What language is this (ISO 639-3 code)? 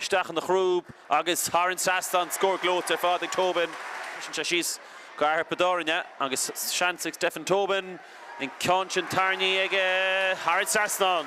gle